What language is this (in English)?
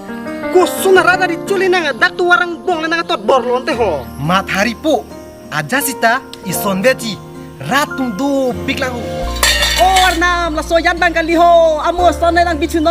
Karbi